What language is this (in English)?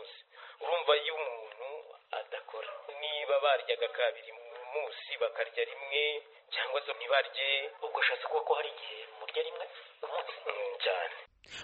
Kinyarwanda